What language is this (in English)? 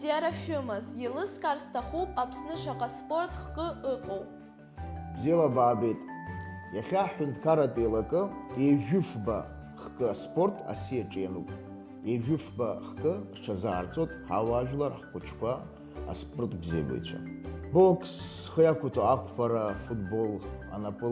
Abkhazian